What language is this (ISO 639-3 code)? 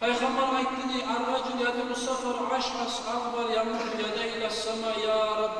kum